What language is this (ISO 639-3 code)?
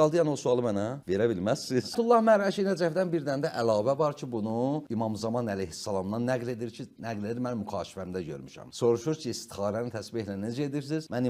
aze